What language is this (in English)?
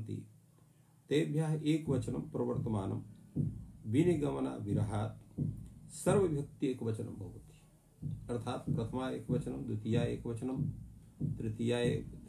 Sanskrit